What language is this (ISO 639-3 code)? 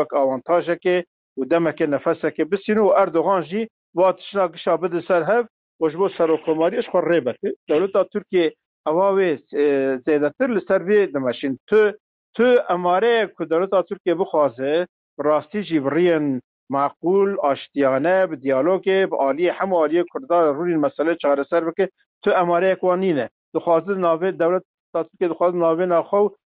kur